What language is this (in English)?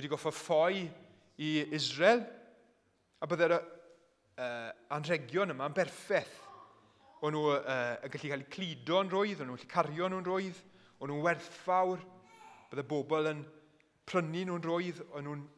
Welsh